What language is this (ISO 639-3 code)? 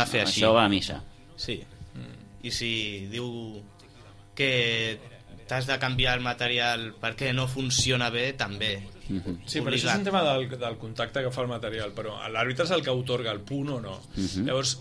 cat